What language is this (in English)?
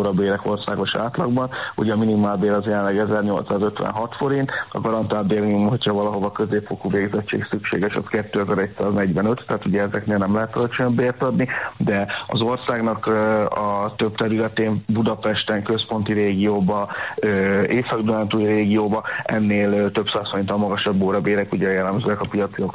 Hungarian